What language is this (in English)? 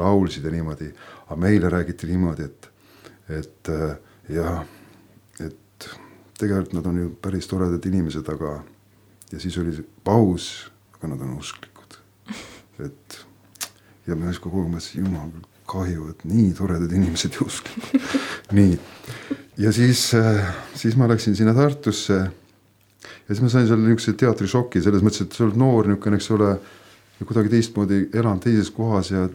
Estonian